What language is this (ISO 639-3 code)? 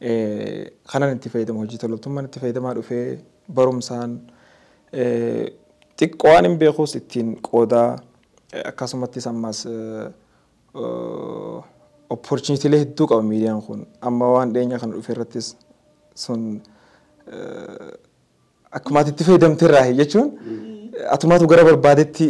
orm